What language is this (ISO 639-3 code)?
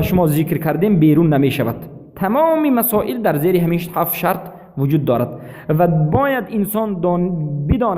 tgk